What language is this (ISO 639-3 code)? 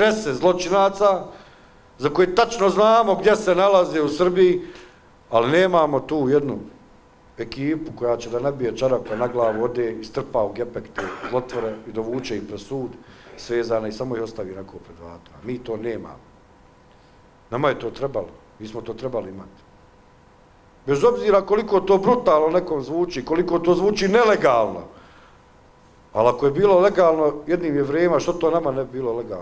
bos